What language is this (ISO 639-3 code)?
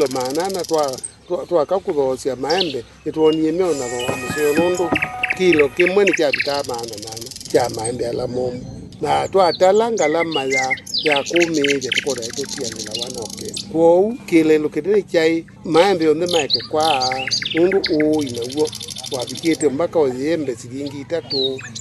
kam